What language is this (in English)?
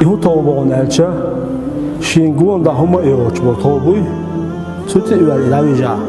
Chechen